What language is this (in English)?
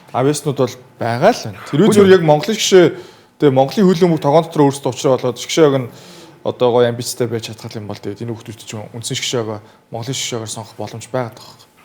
Mongolian